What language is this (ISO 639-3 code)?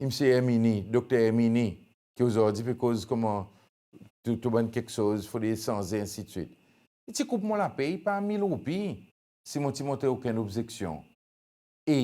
crs